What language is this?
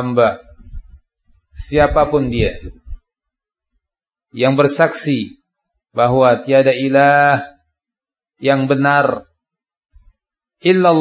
Indonesian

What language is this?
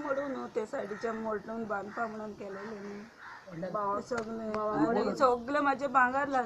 Konkani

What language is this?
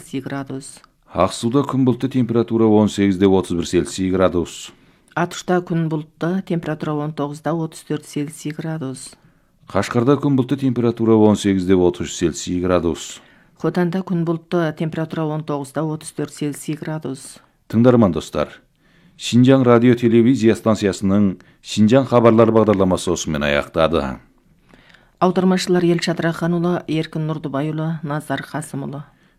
Kazakh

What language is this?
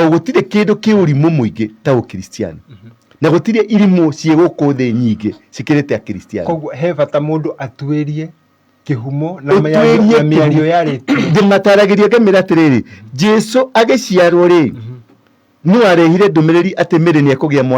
Kikuyu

